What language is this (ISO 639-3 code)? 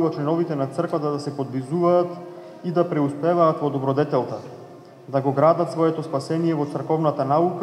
mkd